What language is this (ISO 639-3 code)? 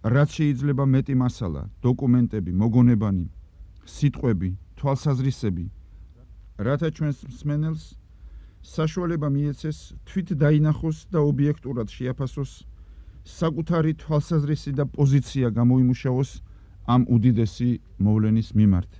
kat